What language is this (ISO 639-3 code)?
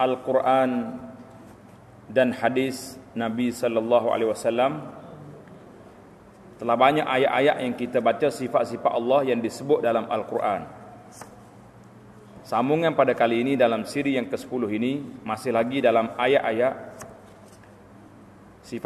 msa